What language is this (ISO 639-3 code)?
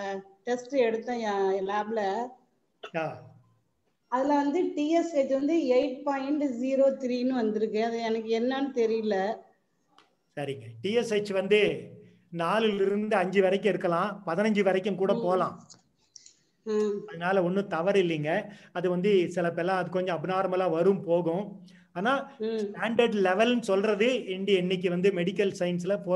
tam